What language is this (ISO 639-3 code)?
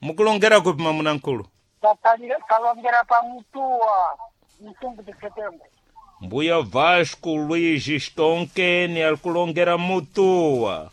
seh